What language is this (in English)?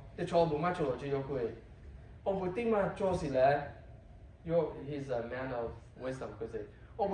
Lahu